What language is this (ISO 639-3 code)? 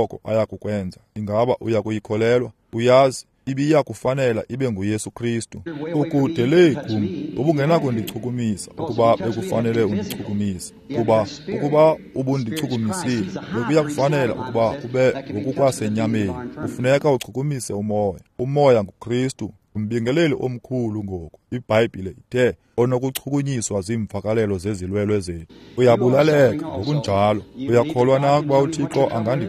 xho